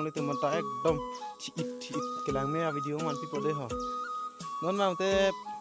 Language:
Karbi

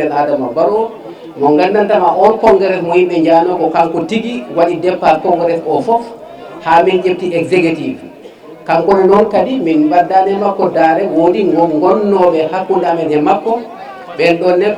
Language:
Fula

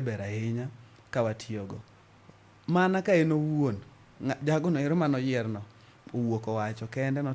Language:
Luo (Kenya and Tanzania)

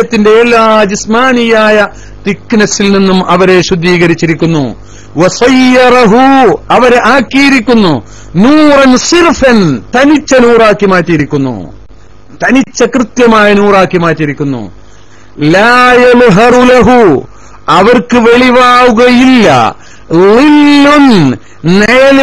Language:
Malayalam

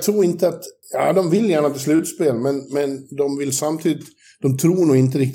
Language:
Swedish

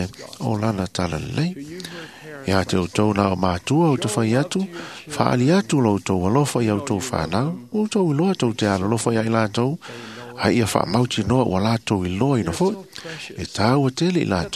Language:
Samoan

